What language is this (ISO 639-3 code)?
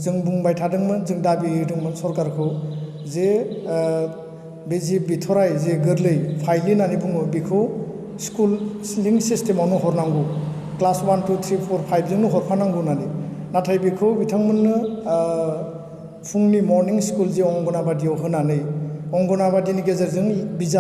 brx